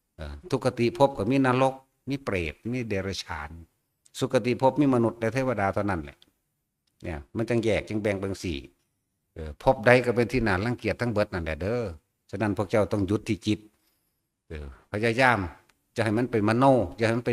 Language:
Northeastern Thai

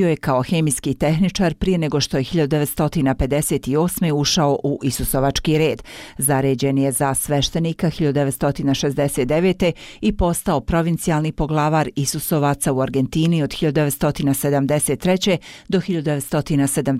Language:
Bosnian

